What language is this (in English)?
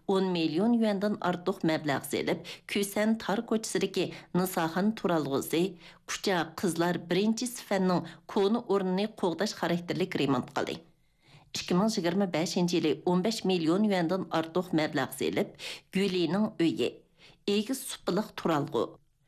Uyghur